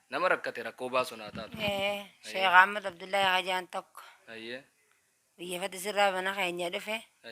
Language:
Oromo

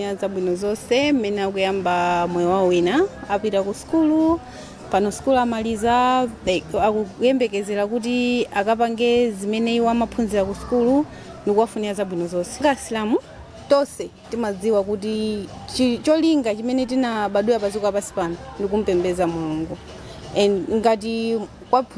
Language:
Nyanja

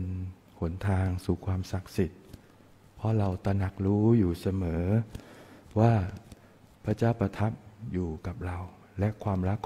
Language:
Thai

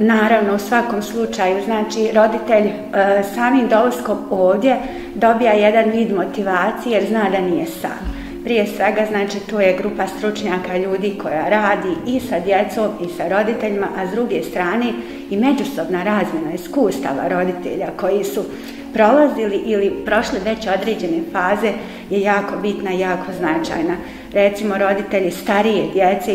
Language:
Bosnian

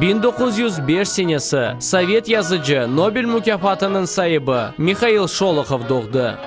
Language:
Crimean Tatar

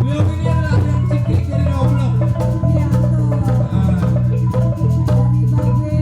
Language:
Betawi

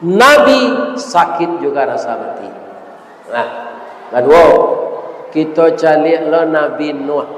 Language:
Minangkabau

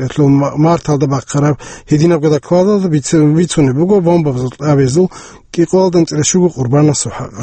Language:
Avaric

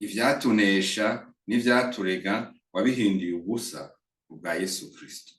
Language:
Rundi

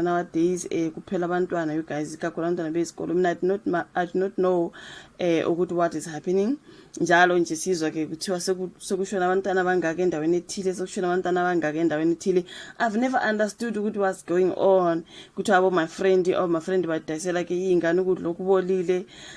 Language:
Zulu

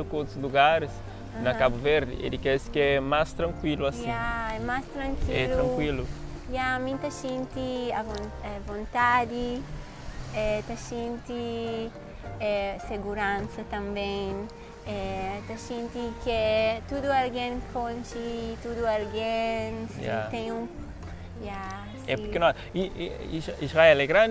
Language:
Kabuverdianu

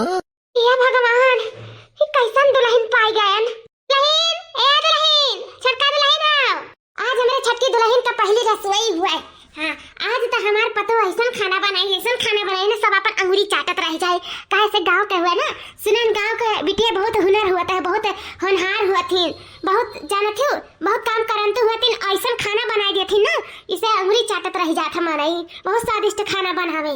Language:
Awadhi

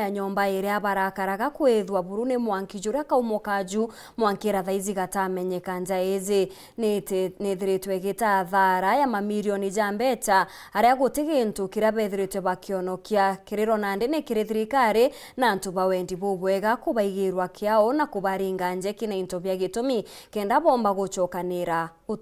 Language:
Meru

